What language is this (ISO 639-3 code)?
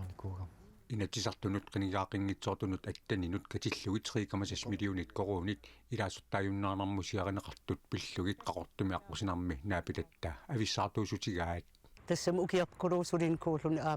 kal